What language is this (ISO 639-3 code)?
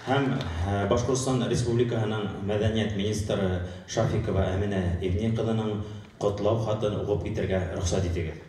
bak